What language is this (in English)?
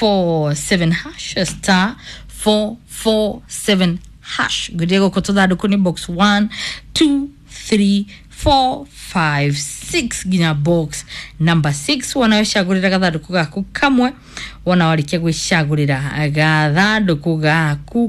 Kikuyu